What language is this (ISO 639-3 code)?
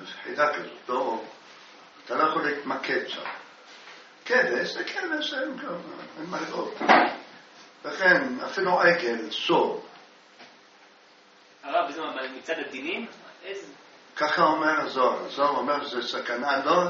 heb